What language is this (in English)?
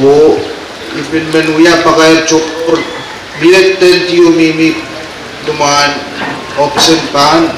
Pohnpeian